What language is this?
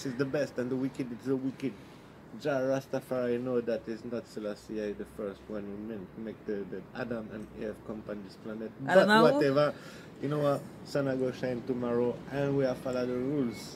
Jamaican Creole English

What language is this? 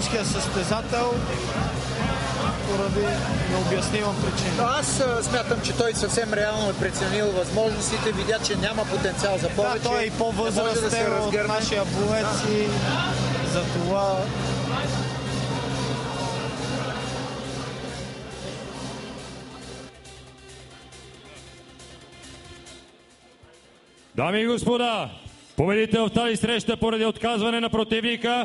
Bulgarian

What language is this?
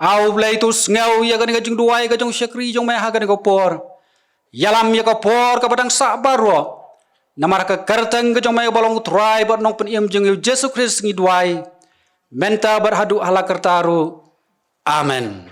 Khasi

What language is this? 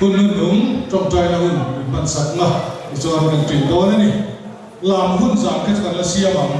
Mizo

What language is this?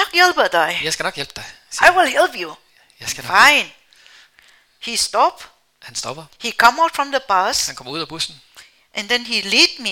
Danish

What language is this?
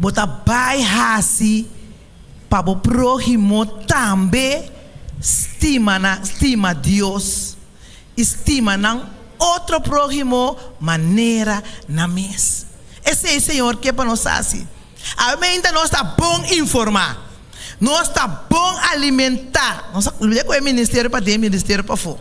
Papiamento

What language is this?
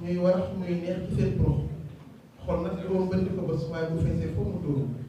Wolof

